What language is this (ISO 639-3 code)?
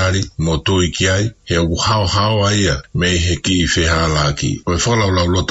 ton